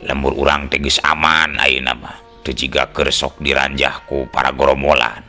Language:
Sundanese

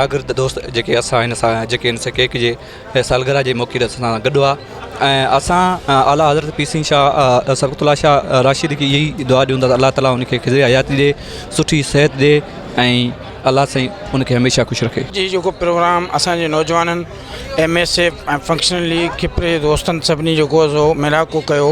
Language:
Sindhi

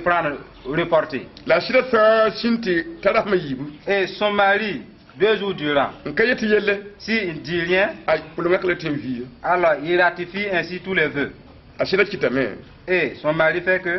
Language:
Mossi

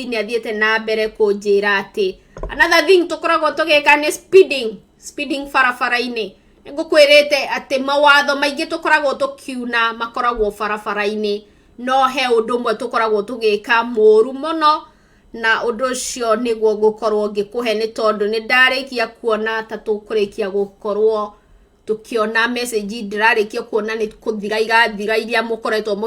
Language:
Kikuyu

